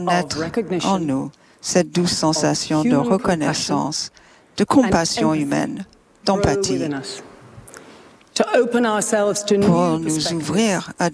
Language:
French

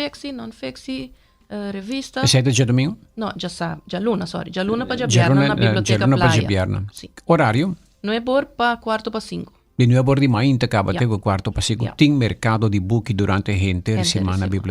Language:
Papiamento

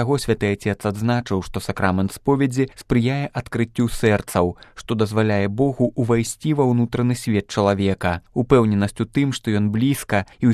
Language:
Belarusian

